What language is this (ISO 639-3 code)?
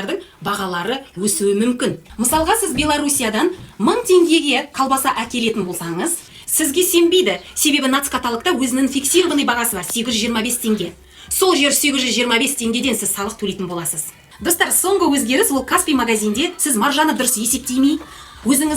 kaz